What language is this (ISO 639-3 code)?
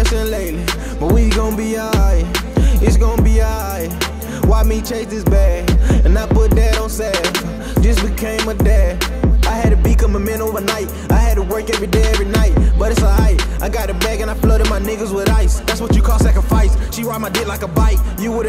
eng